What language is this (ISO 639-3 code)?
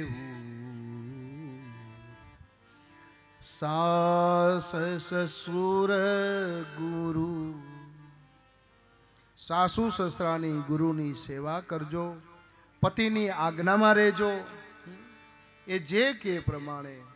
guj